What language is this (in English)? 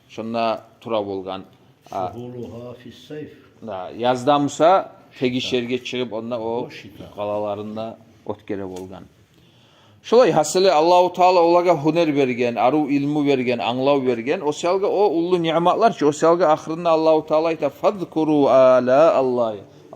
Kumyk